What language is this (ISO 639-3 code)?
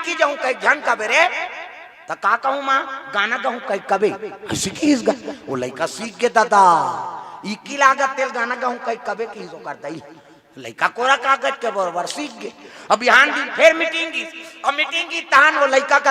hne